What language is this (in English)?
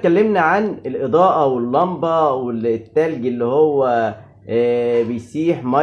Egyptian Arabic